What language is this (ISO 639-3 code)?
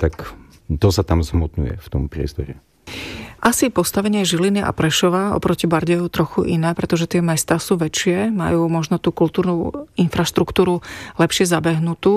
slk